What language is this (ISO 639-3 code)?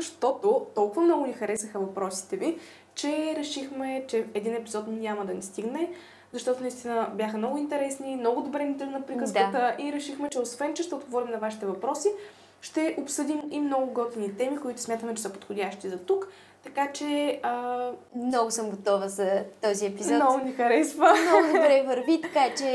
bul